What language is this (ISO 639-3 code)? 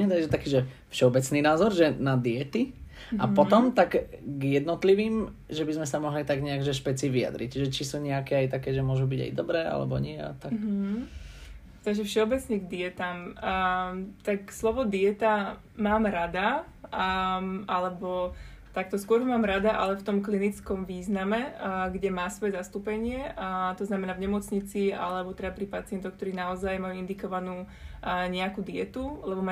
slk